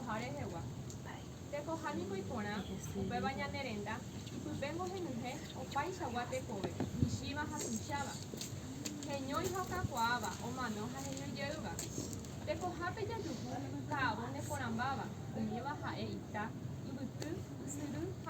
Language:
Guarani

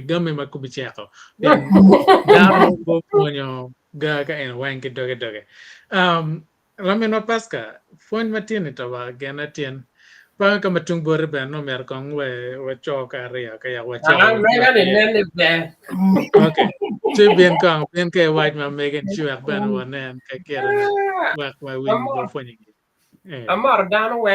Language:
Acoli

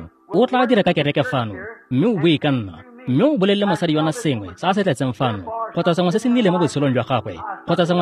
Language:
Tswana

